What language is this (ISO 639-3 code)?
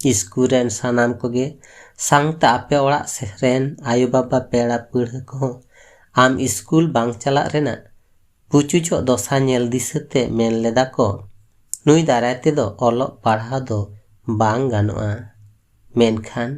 sat